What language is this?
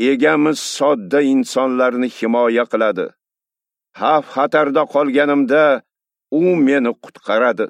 Uzbek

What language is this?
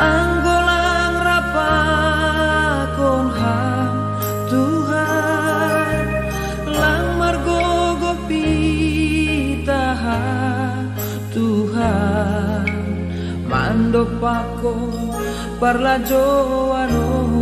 Batak Simalungun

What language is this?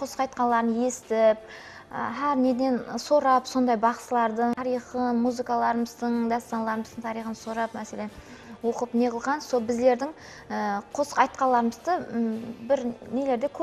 Kara-Kalpak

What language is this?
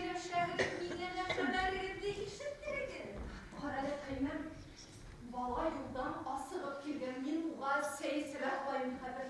Bashkir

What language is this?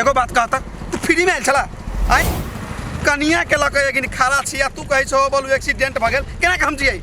Maithili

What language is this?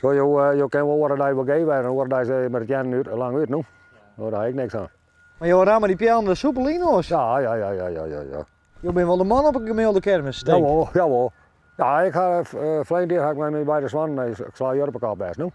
Western Frisian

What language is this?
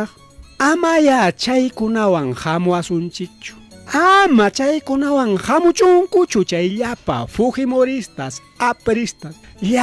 Ayacucho Quechua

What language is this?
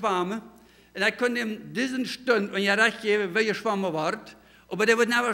Plautdietsch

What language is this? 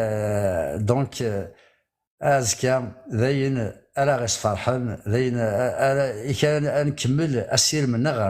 Kabyle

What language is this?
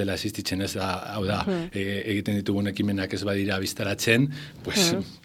Basque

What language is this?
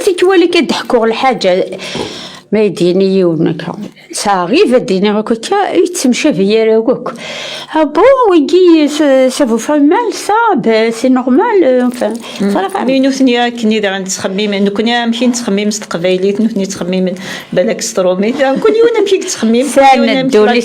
Kabyle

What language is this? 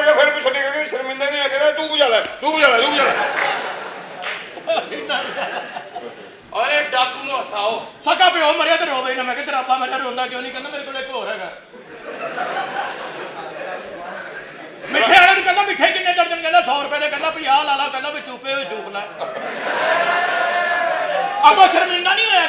Punjabi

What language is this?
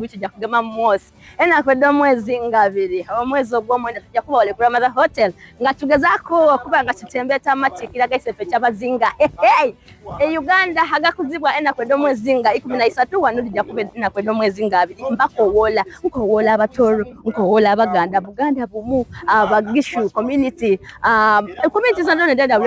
Soga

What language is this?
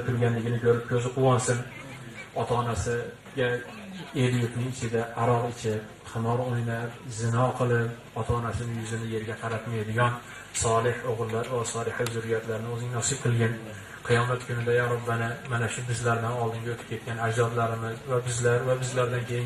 Uzbek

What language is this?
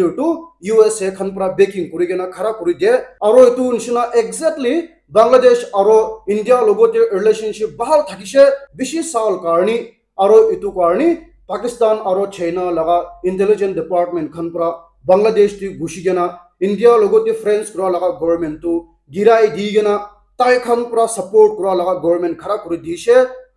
Naga Pidgin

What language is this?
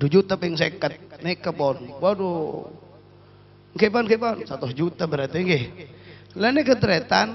Madurese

